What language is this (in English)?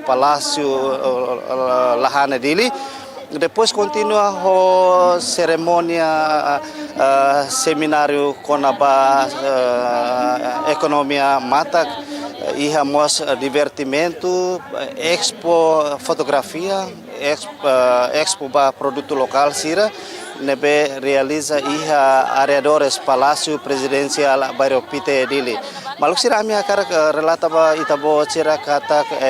Tetum